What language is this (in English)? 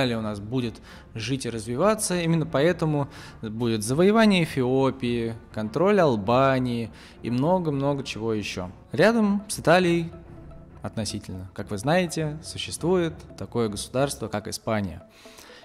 Russian